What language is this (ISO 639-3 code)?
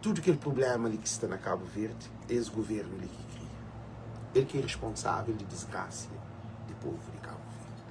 kea